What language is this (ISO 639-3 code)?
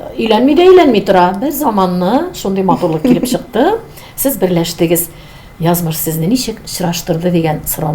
tat